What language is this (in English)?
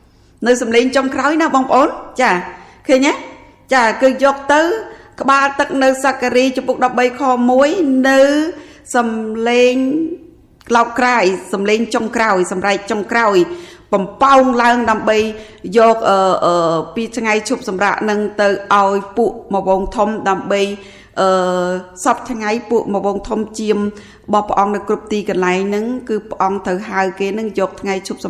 Khmer